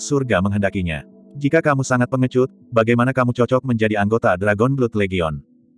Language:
Indonesian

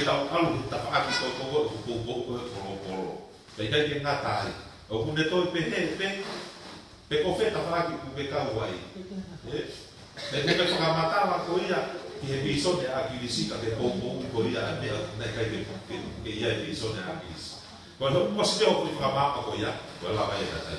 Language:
Tongan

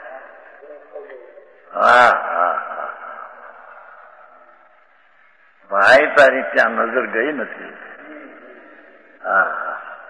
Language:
Gujarati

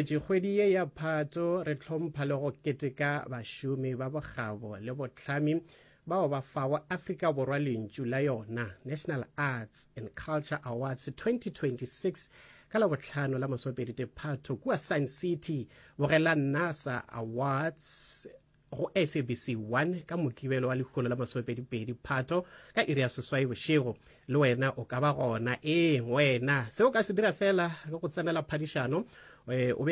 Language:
Northern Sotho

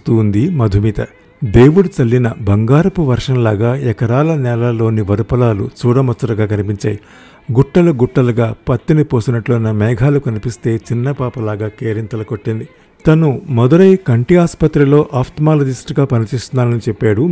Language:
Telugu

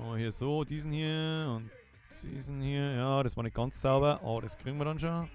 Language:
Bavarian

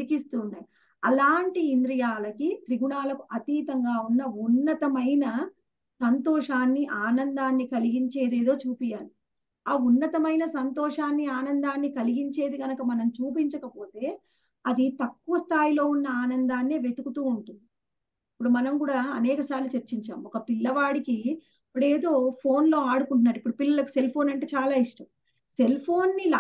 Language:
Telugu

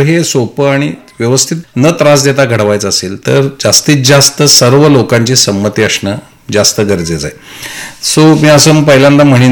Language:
Marathi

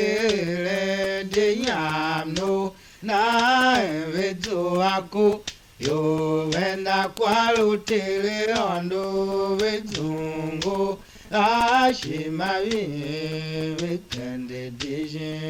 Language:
Tiv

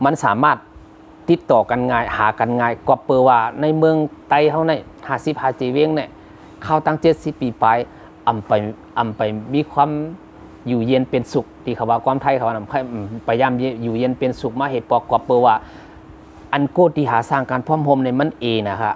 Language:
Shan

